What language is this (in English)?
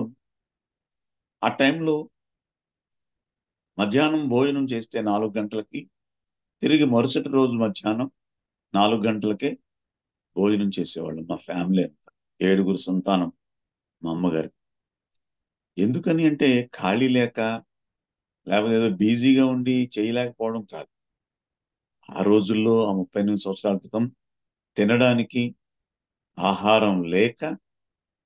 Telugu